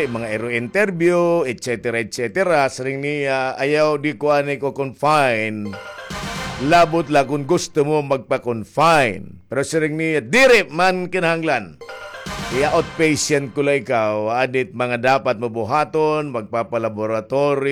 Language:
Waray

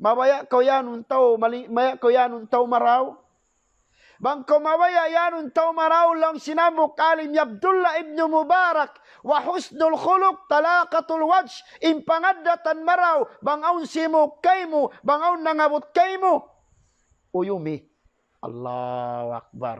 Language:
Tausug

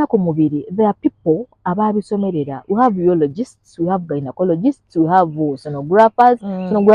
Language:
Ganda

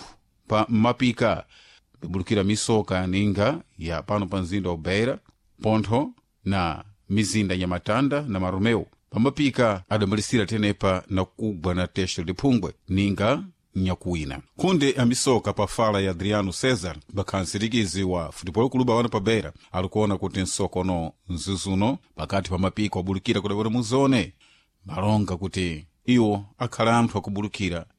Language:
Sena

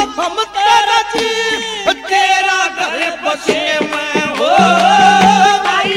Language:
Bhojpuri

